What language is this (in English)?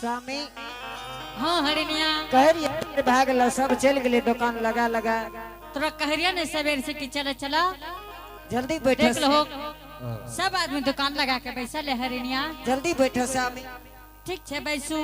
Angika